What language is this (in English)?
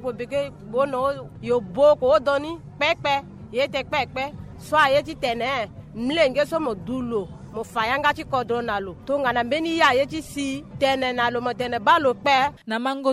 Sango